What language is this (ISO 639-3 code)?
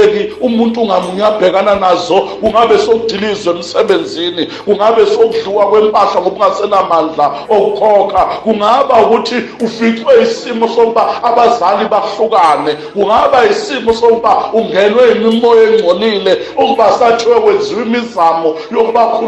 zul